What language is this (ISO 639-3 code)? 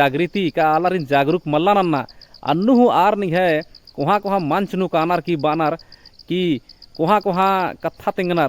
kru